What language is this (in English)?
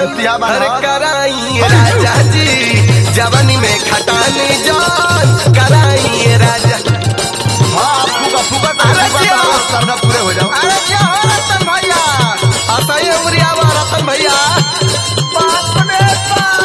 Bhojpuri